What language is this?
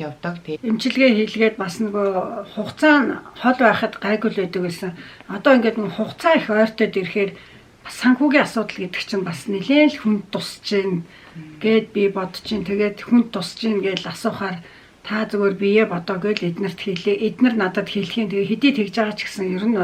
Mongolian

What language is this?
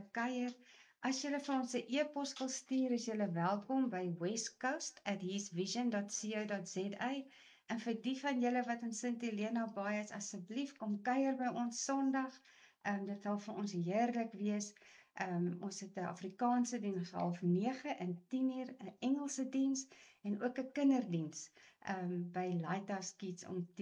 Afrikaans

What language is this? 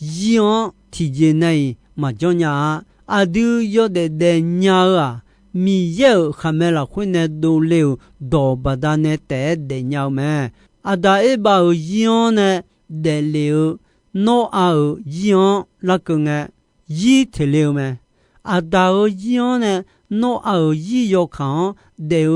Akha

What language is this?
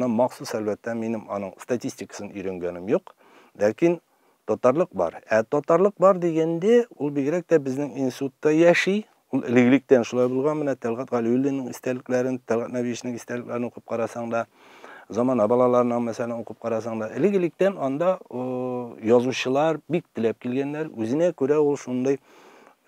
Tatar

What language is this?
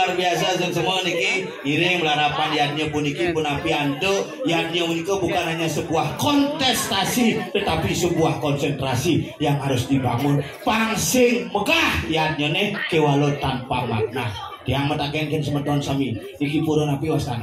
Balinese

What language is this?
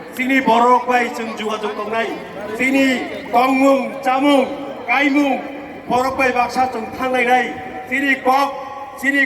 Kok Borok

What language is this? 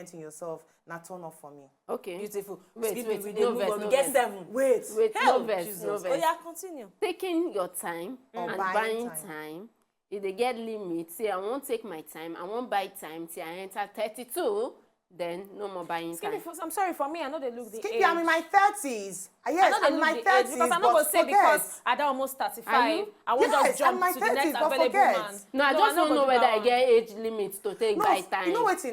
Nigerian Pidgin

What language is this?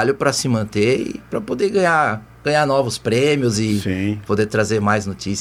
Portuguese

